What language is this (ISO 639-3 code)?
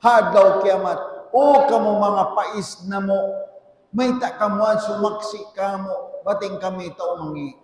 tsg